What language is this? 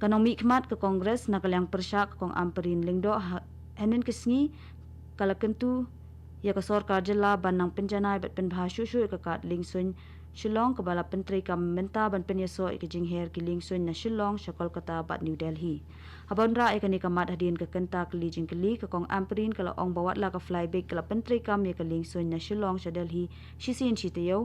Khasi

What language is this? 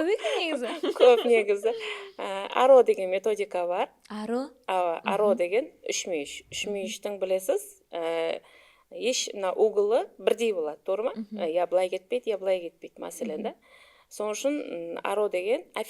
Kara-Kalpak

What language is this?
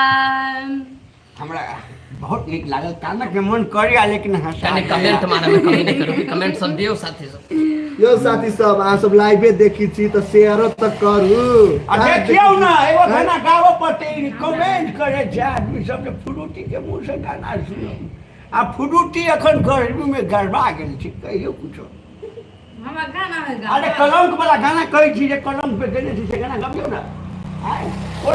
Maithili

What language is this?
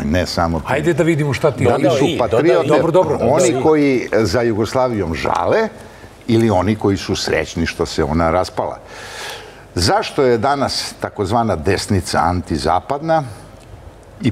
Serbian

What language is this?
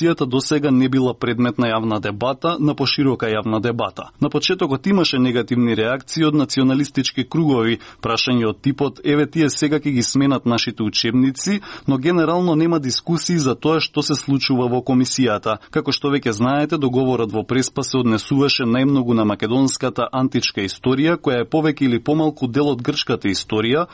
Macedonian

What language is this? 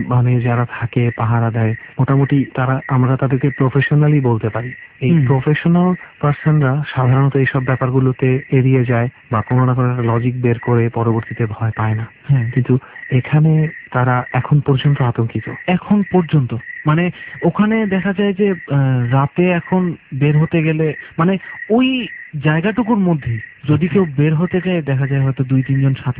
Bangla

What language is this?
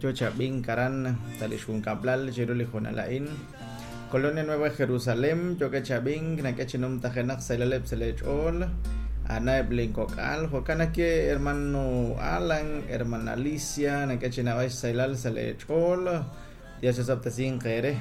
Kekchí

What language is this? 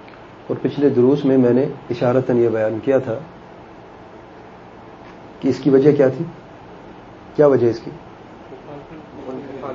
Urdu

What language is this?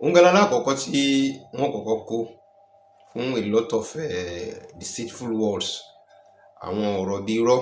Yoruba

